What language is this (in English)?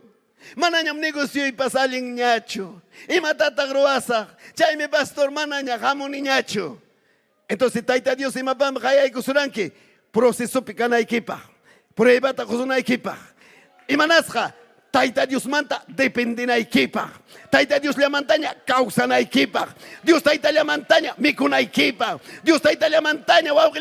Ayacucho Quechua